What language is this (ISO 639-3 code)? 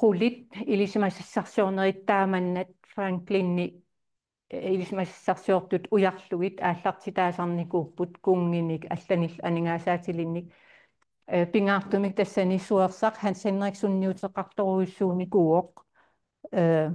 kal